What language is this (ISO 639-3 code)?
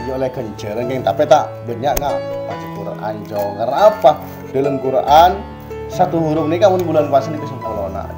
mad